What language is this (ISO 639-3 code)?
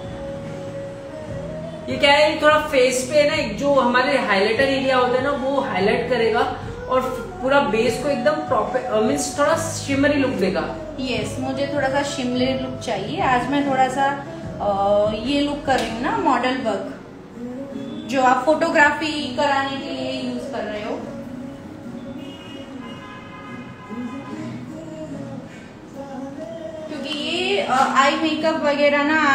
hin